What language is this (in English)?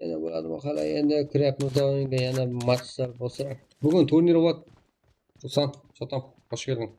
Kara-Kalpak